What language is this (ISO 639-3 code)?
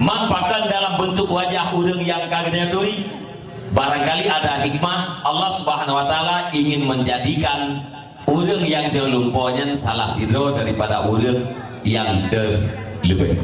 ace